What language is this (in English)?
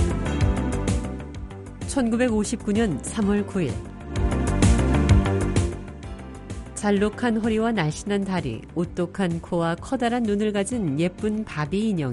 Korean